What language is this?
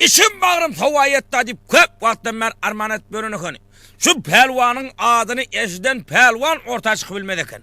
Turkmen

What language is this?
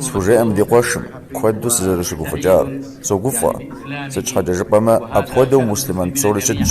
Kabardian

